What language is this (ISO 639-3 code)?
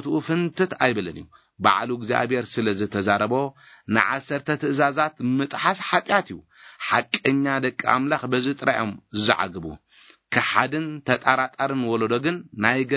tir